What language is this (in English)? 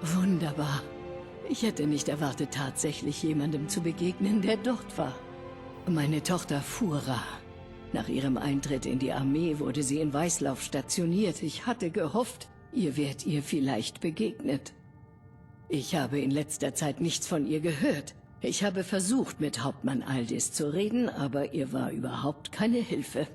Bavarian